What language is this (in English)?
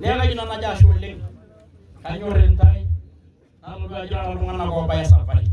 Masai